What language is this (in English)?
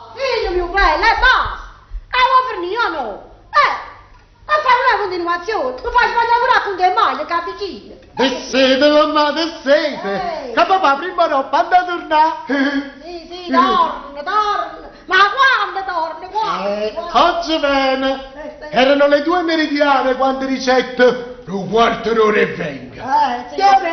Neapolitan